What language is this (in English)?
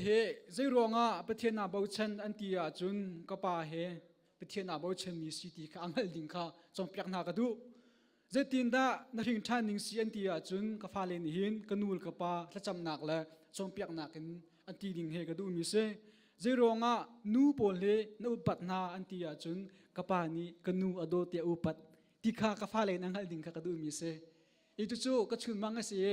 Hakha Chin